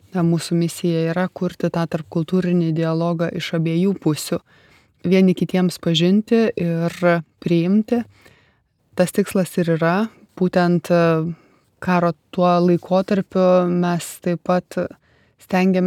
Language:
Lithuanian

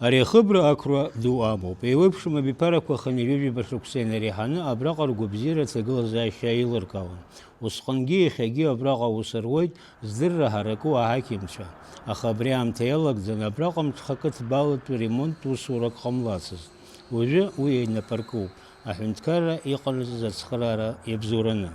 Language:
Abkhazian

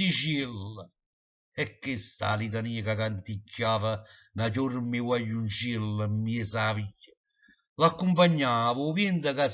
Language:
Neapolitan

